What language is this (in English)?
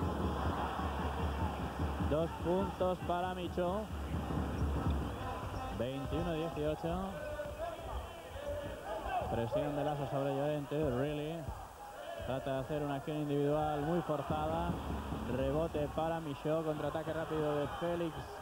Spanish